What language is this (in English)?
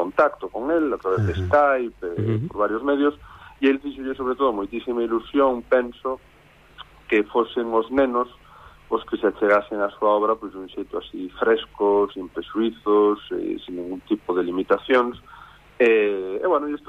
Galician